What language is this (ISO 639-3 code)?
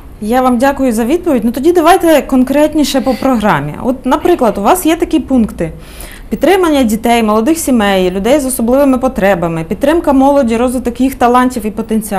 ukr